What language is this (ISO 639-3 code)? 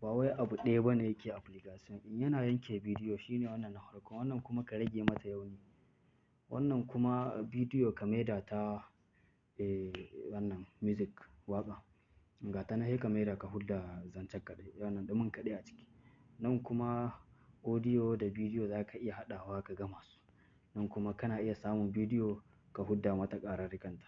hau